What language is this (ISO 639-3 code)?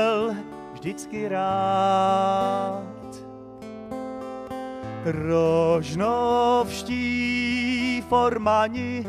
ces